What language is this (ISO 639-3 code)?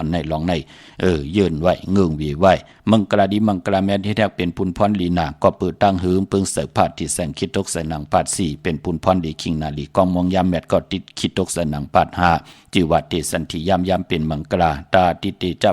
shn